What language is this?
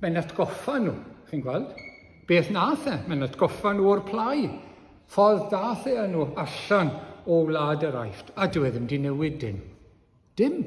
Welsh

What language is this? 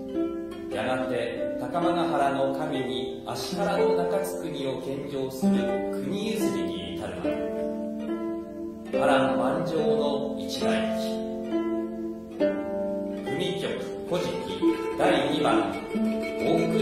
Japanese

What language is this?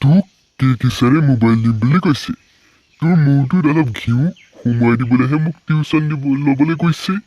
Assamese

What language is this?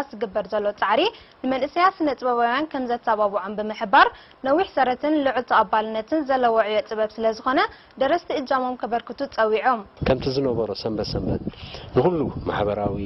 Tigrinya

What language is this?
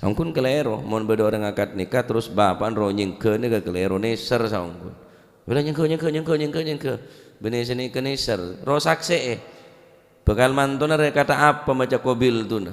Madurese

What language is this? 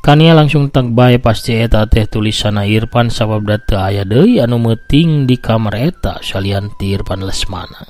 Sundanese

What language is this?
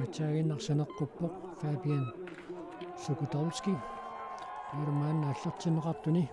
Kalaallisut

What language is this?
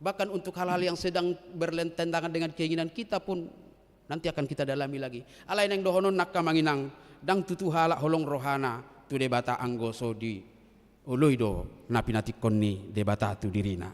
Batak Toba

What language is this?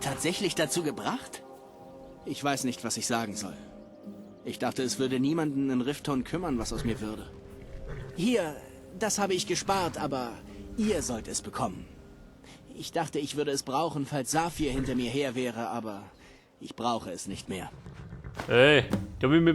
Bavarian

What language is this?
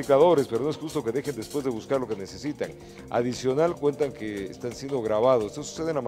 Spanish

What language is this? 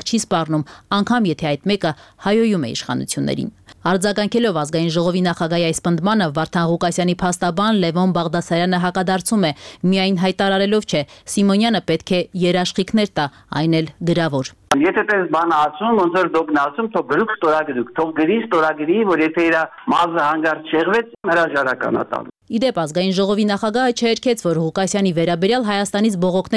Armenian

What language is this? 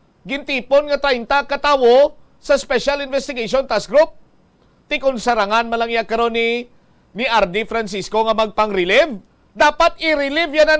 Hiligaynon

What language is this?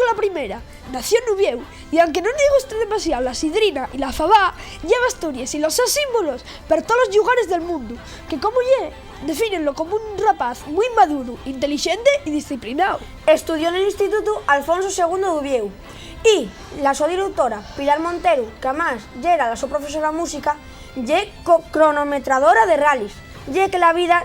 Asturian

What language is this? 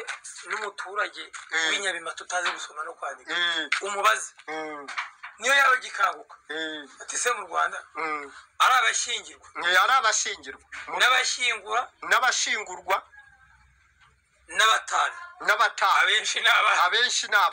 Kinyarwanda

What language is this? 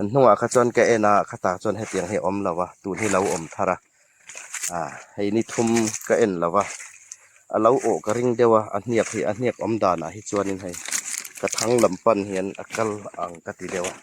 Hmar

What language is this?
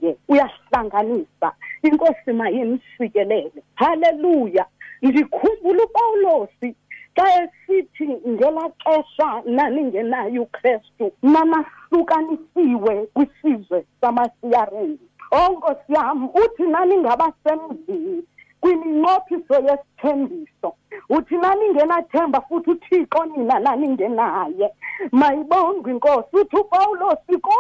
Xhosa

